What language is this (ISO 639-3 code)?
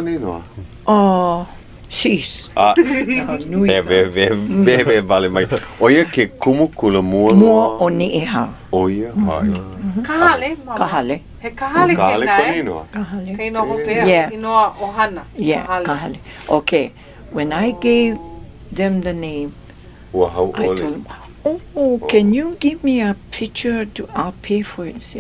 haw